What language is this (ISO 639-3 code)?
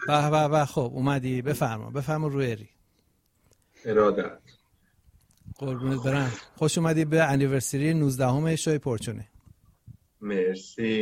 fas